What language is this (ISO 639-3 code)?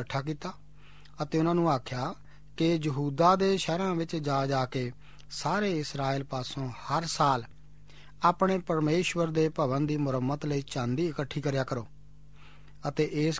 pan